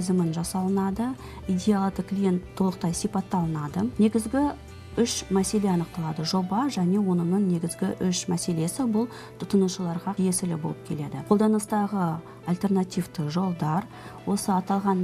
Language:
Kazakh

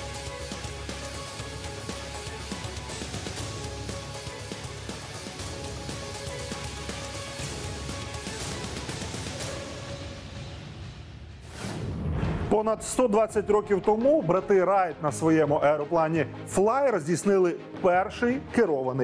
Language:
Ukrainian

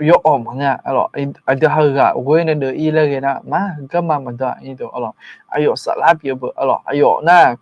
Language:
Akha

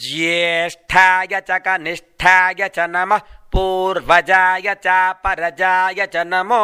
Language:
Sanskrit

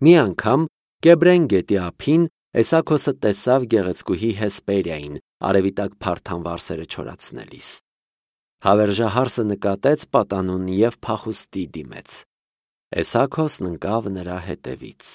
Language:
Armenian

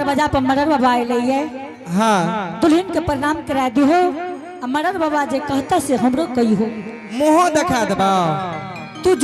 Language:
Angika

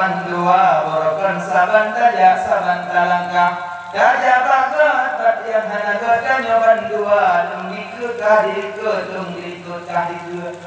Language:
Achinese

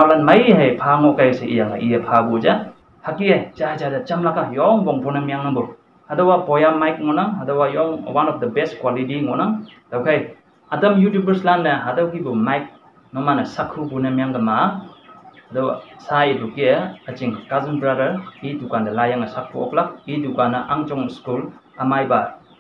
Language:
Konyak Naga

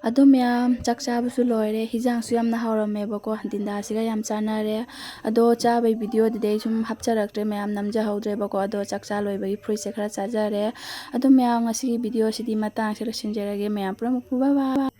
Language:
Manipuri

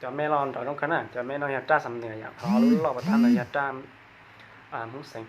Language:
Hmong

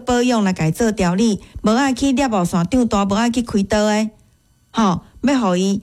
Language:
Min Nan Chinese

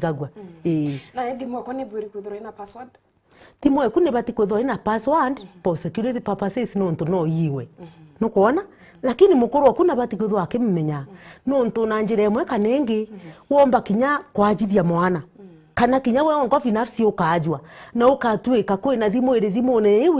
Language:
Meru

